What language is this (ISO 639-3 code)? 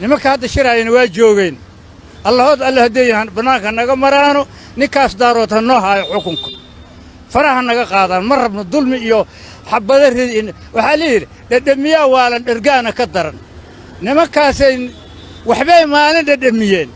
som